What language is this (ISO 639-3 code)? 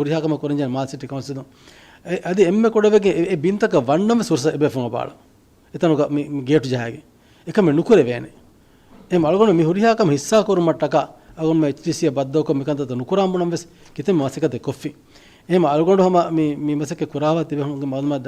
div